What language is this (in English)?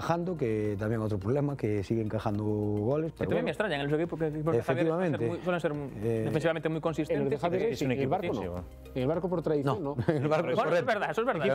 Spanish